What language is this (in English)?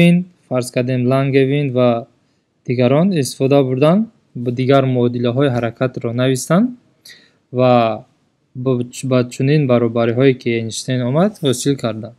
Tajik